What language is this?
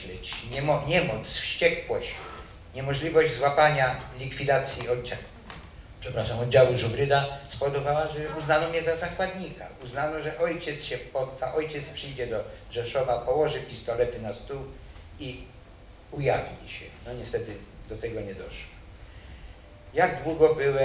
Polish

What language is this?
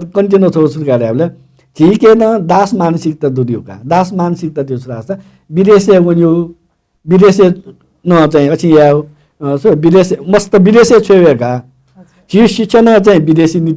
Newari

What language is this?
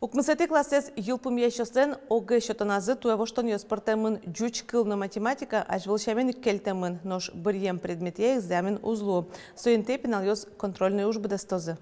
Udmurt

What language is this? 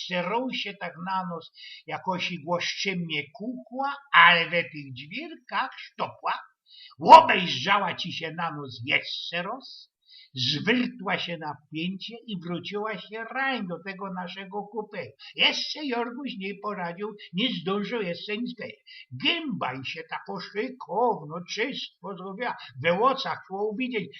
Silesian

